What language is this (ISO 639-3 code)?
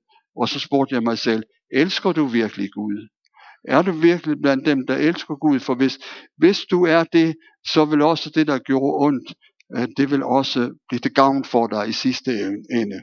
dan